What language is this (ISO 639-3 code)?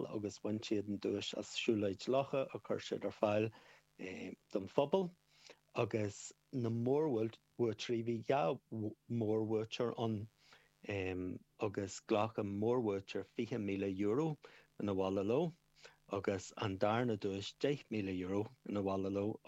gle